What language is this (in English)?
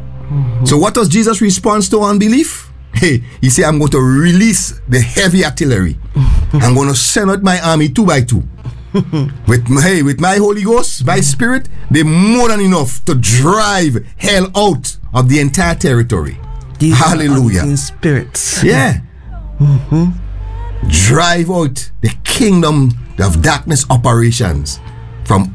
English